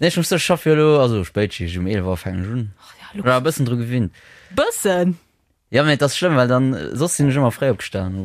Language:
Luxembourgish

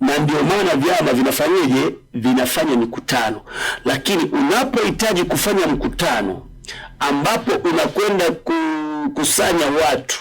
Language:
Swahili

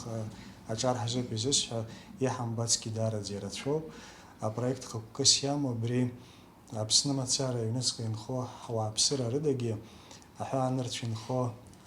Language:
Abkhazian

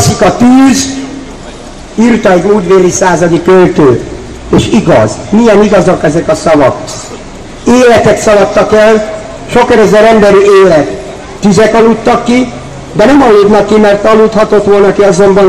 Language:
Hungarian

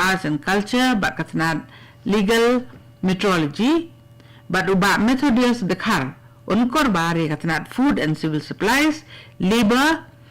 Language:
Khasi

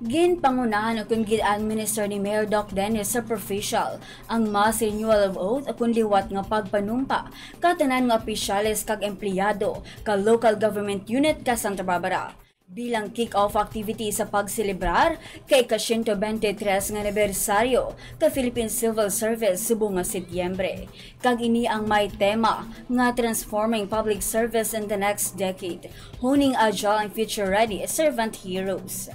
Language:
Hiligaynon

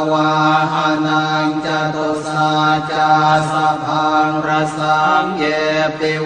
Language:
Pali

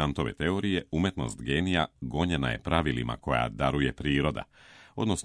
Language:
Serbian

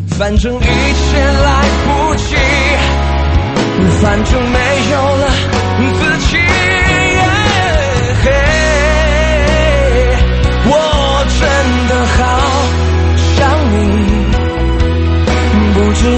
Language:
Chinese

